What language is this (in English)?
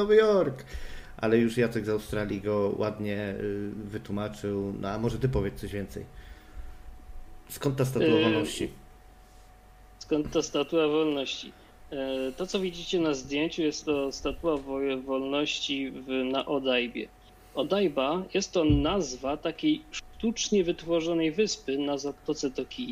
Polish